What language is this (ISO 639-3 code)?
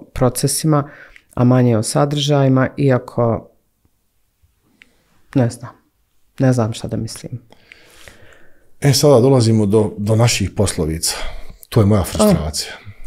bos